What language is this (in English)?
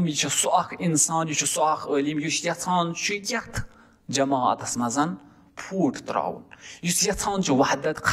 Kashmiri